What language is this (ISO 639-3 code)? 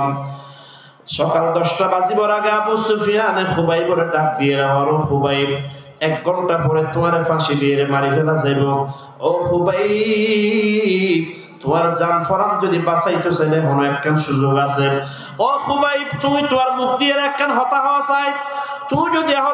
rhg